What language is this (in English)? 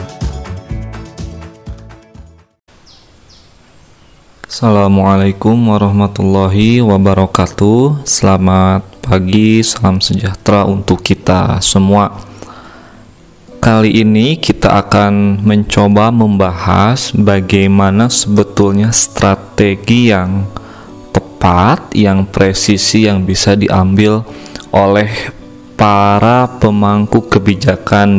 Indonesian